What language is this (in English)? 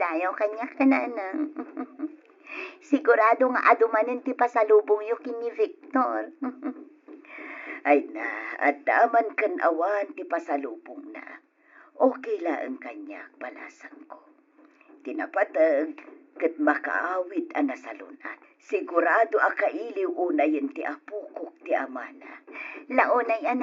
Iloko